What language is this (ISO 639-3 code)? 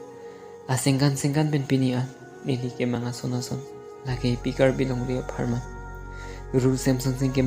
mjw